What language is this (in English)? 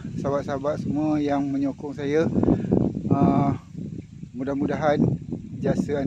Malay